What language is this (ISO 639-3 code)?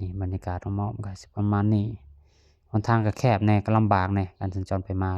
lao